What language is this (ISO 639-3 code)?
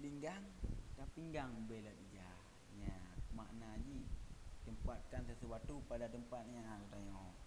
ace